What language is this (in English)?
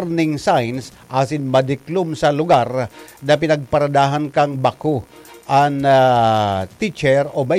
Bikol